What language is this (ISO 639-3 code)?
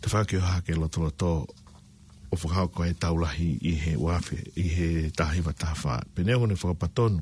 ton